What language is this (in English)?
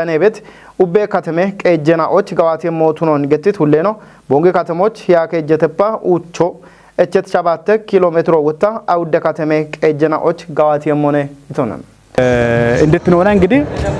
Kafa